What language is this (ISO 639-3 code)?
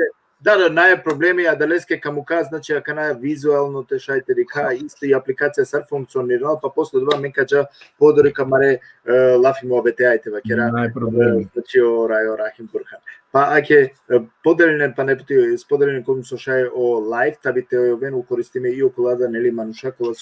rmn